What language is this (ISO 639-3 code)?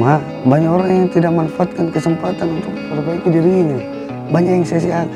mfp